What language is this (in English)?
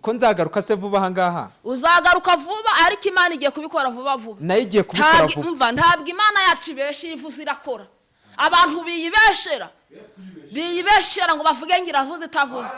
Kinyarwanda